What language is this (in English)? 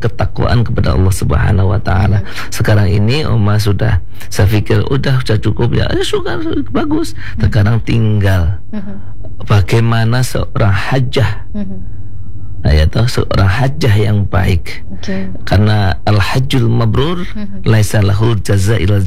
Indonesian